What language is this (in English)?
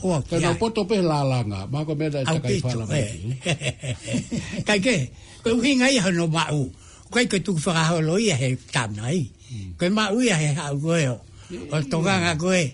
Tongan